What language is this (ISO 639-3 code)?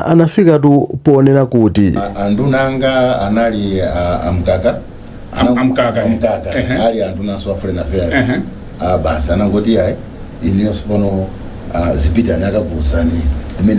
nya